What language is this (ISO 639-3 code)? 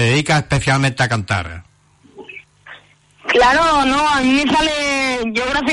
spa